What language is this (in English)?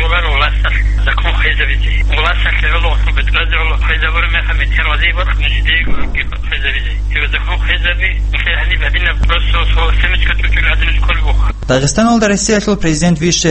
Avaric